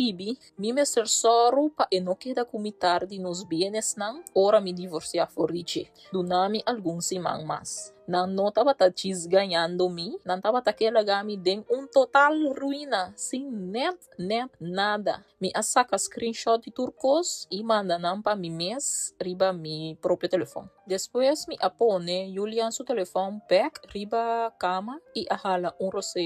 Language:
Papiamento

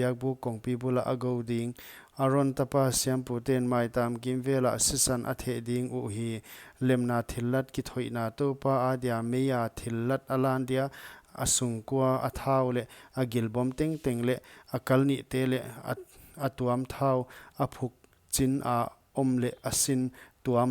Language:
Paite Chin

